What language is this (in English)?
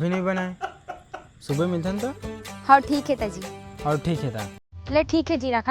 Chhattisgarhi